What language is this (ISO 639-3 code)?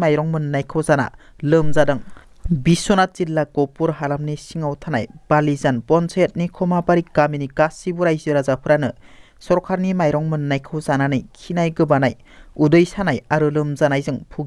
brx